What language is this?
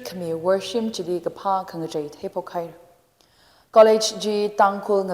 Tangkhul Naga (India)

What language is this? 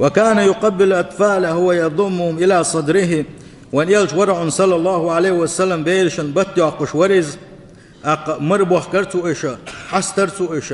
Chechen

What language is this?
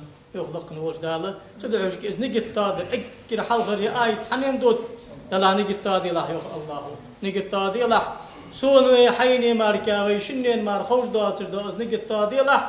Ingush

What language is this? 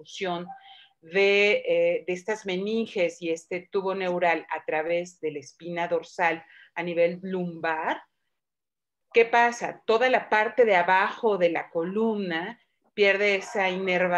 Spanish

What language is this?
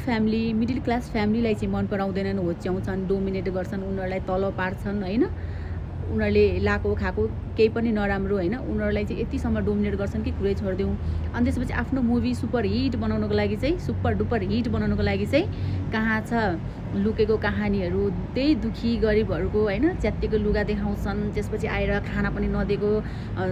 Nepali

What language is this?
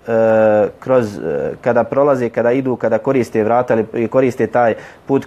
Bosnian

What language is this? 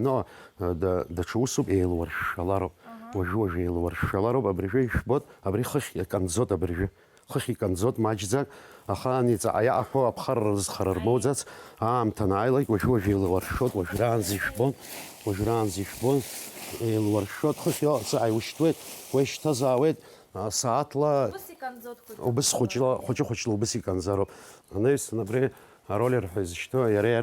Abkhazian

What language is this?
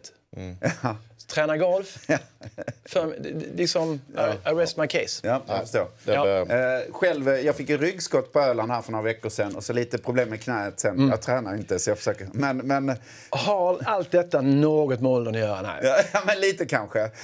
Swedish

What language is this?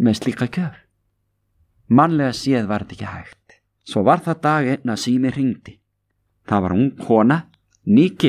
Icelandic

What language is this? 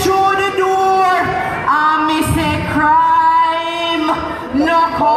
Jamaican Creole English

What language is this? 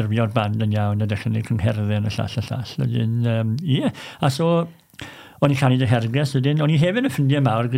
Welsh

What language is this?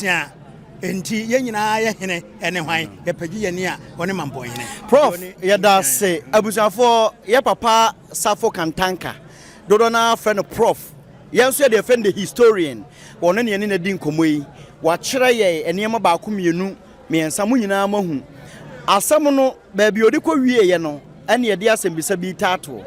Akan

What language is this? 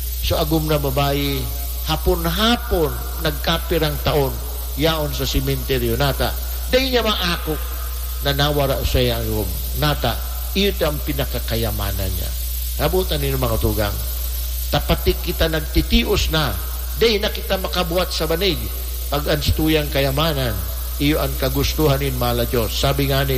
Bikol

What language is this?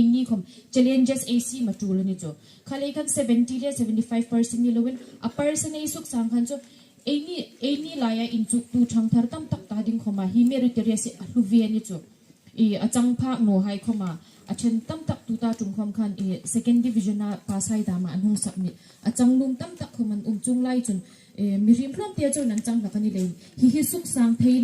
Hmar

